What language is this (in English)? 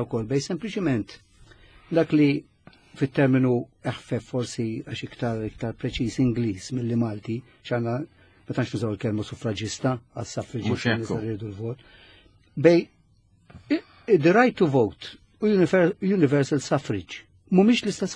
Maltese